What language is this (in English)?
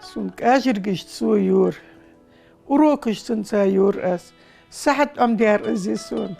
Ingush